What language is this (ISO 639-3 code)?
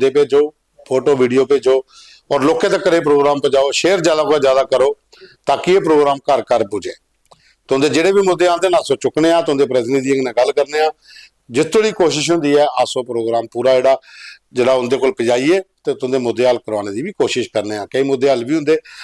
doi